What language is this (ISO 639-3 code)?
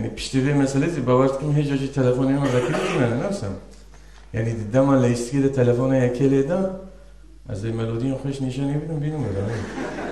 kur